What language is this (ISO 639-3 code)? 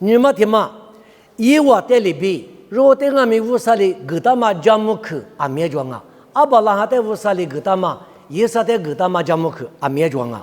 lis